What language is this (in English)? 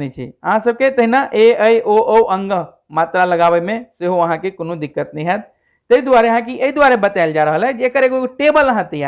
Maithili